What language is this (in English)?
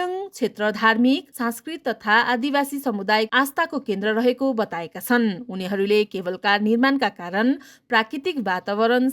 Nepali